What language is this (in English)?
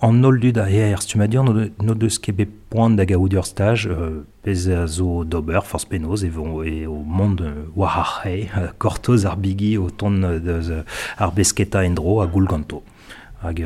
Breton